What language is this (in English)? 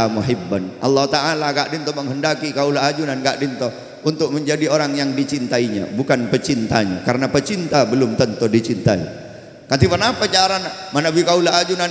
Madurese